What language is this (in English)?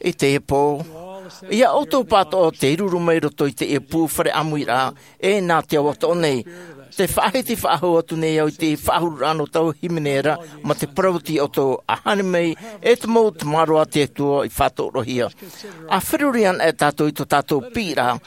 Tahitian